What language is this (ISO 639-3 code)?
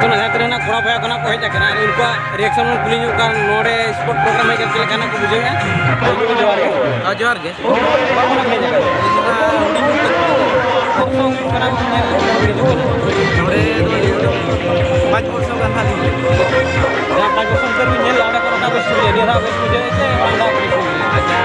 sat